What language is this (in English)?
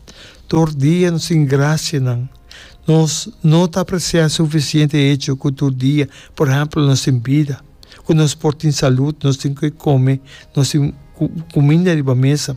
Papiamento